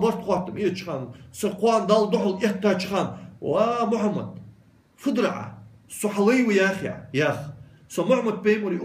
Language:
Ingush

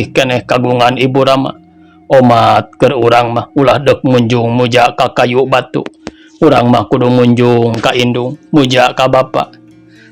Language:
Sundanese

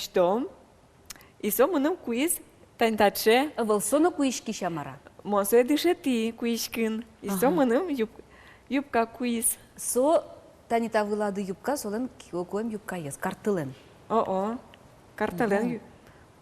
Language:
Udmurt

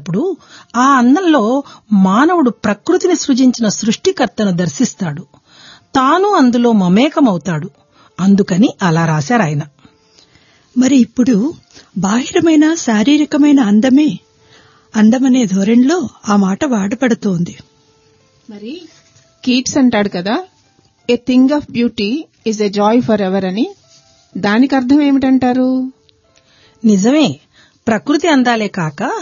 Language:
Telugu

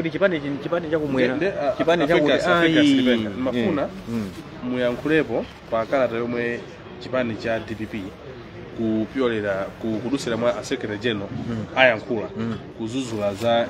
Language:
Nyanja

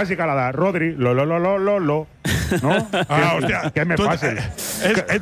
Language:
Catalan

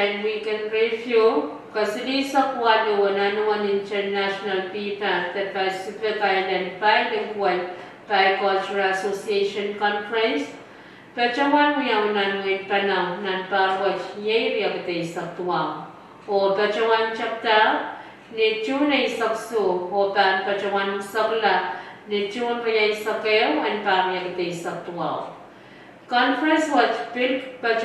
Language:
Pohnpeian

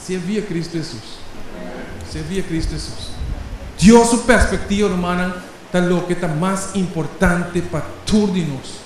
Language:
Papiamento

